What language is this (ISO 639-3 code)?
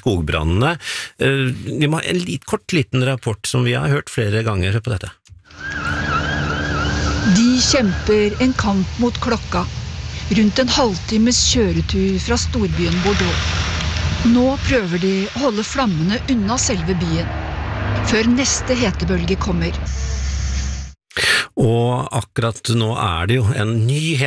nor